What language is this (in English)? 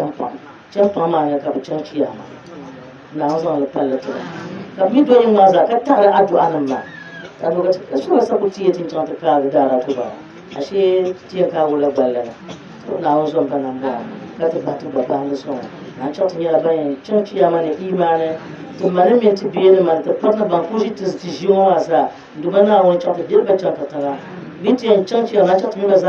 Dagbani